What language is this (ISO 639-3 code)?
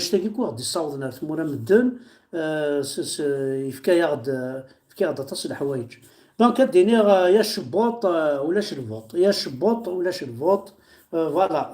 kab